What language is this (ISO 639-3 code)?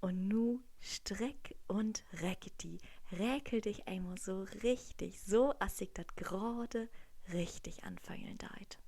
nds